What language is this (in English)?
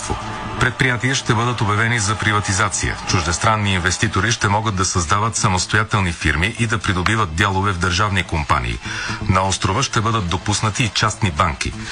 Bulgarian